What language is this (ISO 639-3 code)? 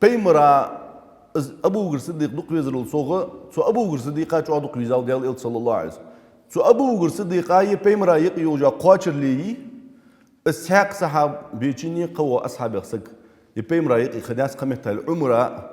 inh